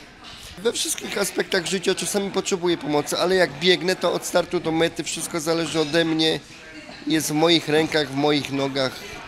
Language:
Polish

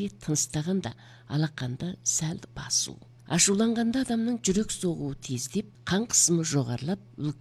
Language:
Kazakh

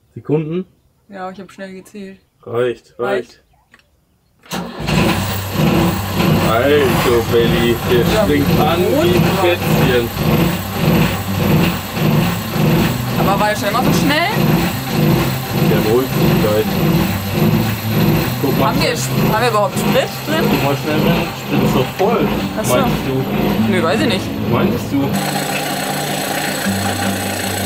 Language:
German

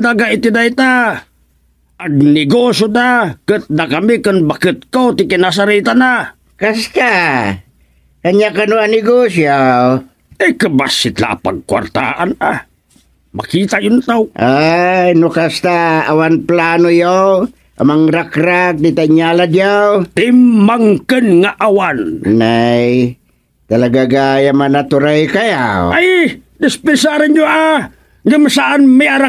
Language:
Iloko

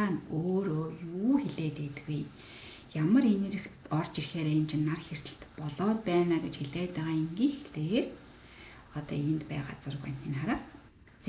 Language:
Mongolian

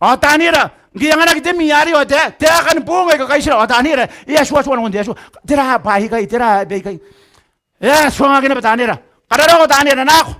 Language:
Gilbertese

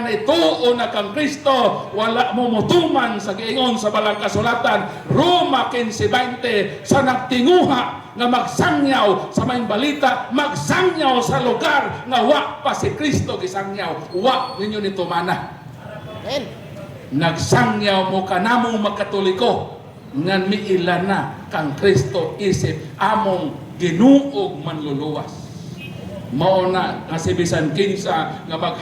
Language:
Cebuano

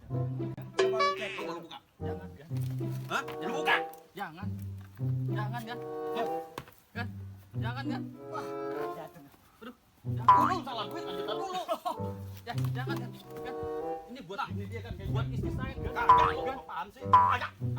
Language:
Betawi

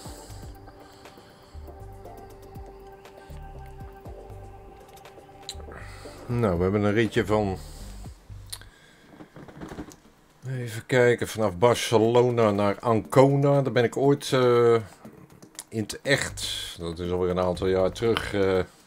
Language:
Dutch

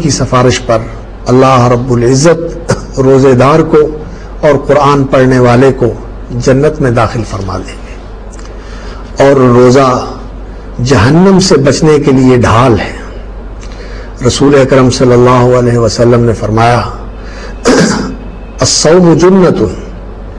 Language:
Urdu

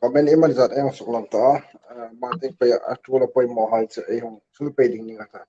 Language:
Hmar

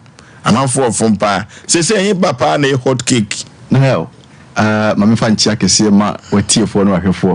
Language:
Akan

